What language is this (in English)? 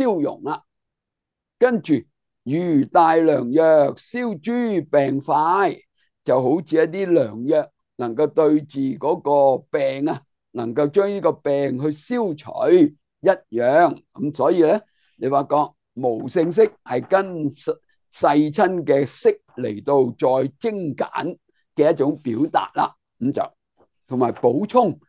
Cantonese